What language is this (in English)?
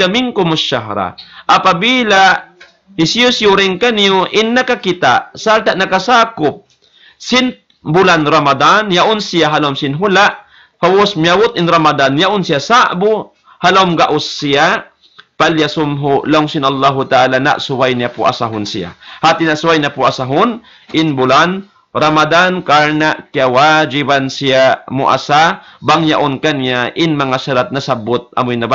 Tausug